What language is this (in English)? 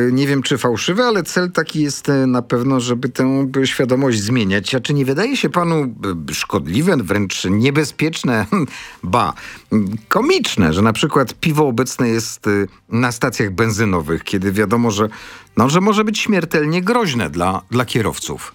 Polish